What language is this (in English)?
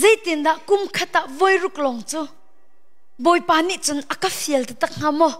Hakha Chin